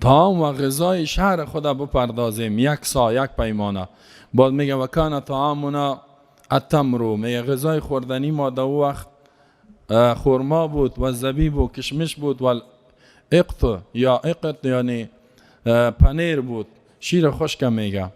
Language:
Persian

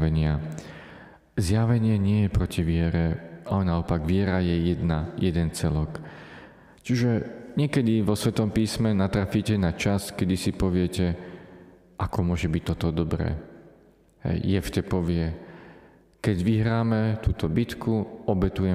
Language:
Slovak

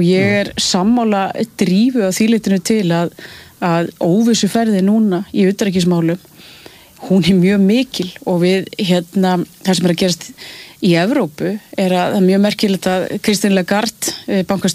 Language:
Icelandic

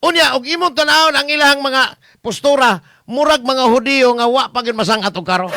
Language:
Cebuano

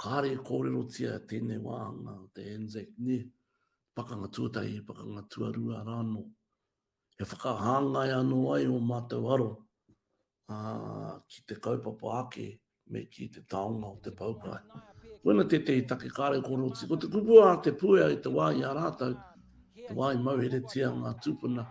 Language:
Māori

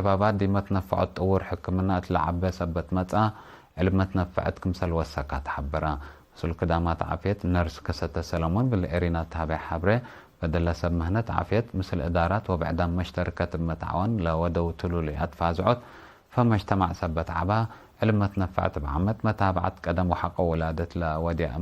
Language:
Tigre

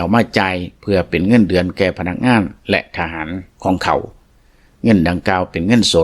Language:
Lao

